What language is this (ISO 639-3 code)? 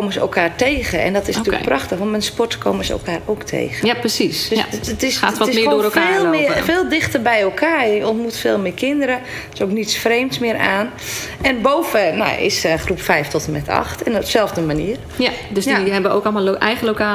nld